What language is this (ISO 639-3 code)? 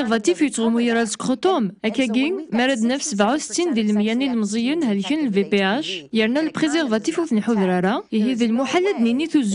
kab